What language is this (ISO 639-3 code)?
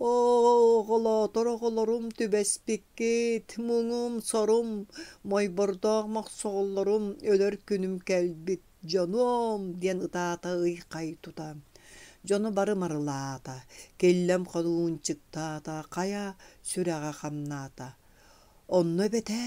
sah